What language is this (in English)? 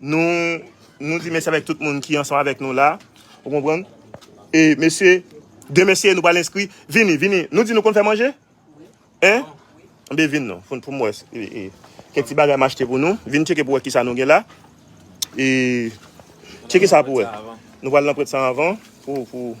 Haitian Creole